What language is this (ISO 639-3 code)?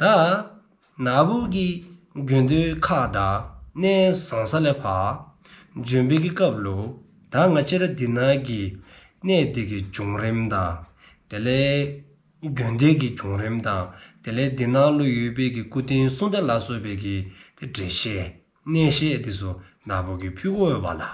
dzo